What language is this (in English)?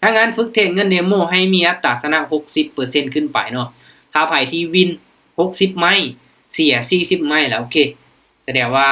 Lao